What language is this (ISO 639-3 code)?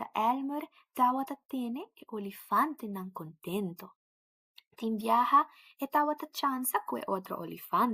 pap